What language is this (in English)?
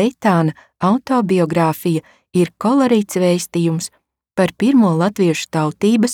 Latvian